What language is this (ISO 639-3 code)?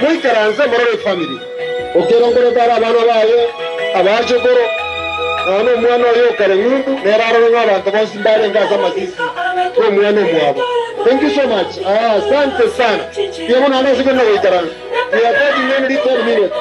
guz